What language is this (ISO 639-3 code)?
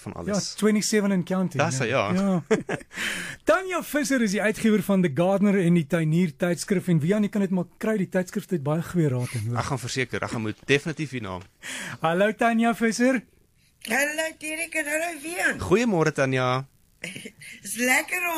afr